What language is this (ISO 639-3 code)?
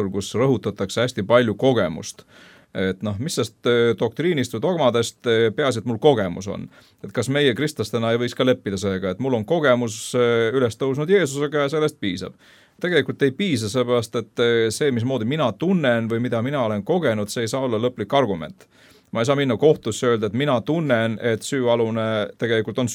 est